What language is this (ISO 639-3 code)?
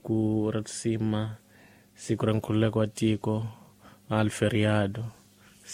tso